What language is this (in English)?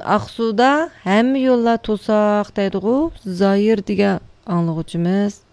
Uyghur